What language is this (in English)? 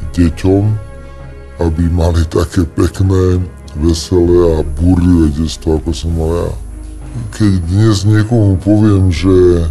Slovak